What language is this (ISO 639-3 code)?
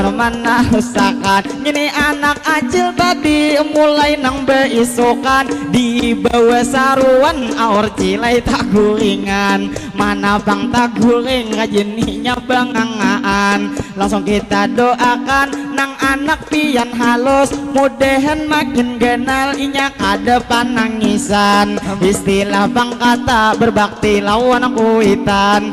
bjn